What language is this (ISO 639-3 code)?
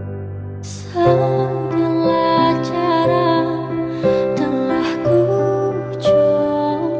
ind